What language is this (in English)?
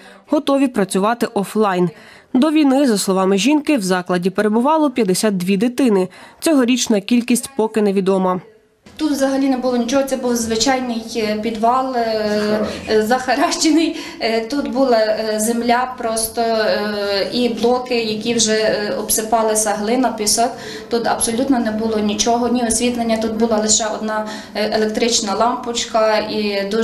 Ukrainian